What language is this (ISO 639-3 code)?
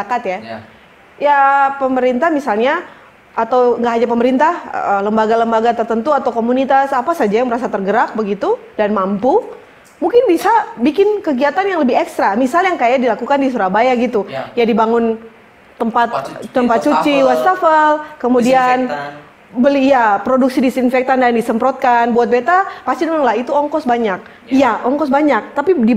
abs